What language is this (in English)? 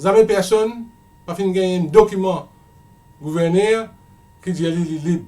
Morisyen